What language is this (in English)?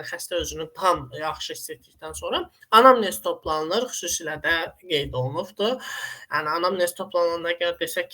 Azerbaijani